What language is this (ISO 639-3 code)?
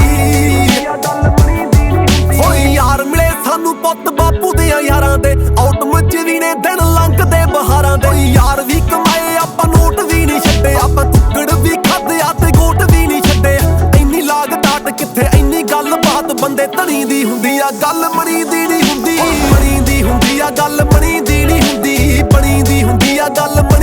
pan